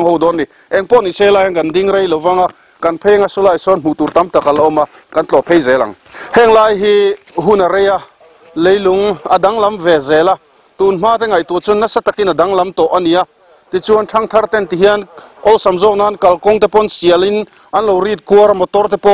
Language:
Mizo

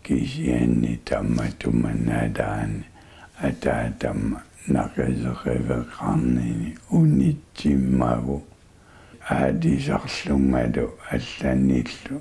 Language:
Kalaallisut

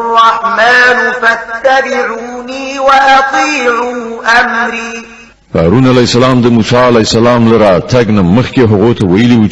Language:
Pashto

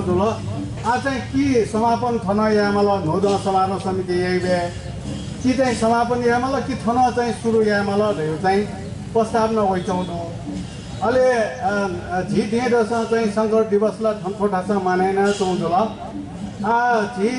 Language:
Newari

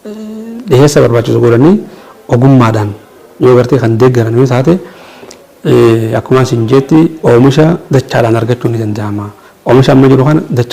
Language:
Oromo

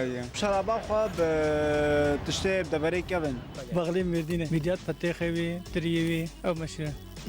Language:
Kurdish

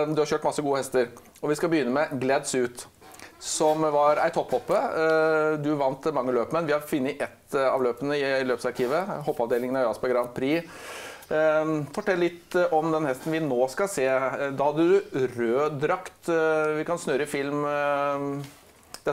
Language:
Norwegian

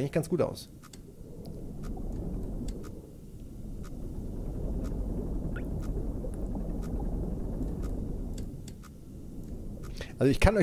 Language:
German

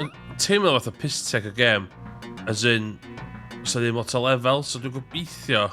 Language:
Welsh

